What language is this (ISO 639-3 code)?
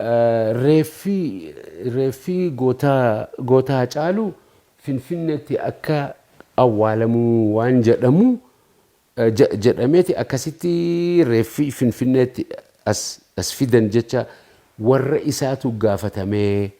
orm